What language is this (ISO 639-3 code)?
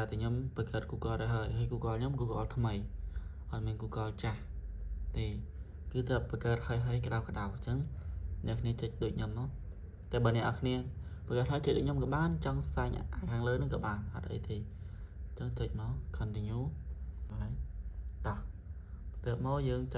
khm